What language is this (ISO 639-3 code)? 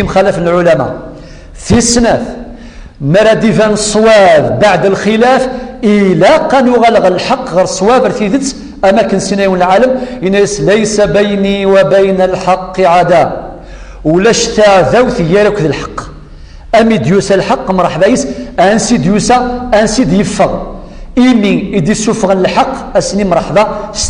kab